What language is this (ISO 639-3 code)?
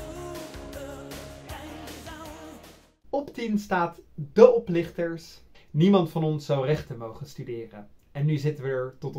nld